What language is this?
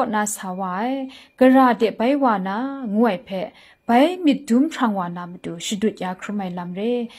Kachin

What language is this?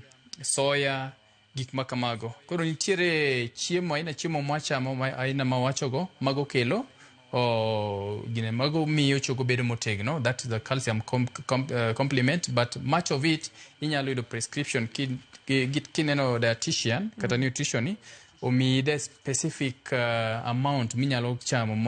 Luo (Kenya and Tanzania)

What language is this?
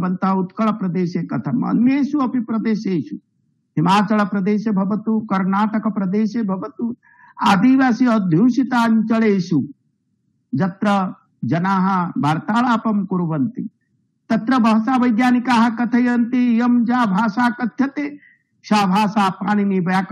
Sanskrit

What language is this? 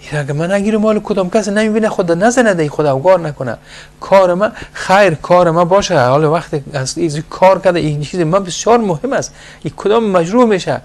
Persian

